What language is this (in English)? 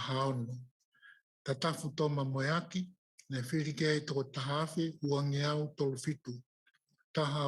Tongan